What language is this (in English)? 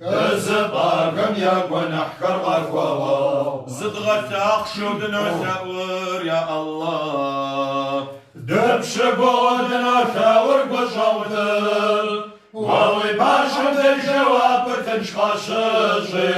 Kabardian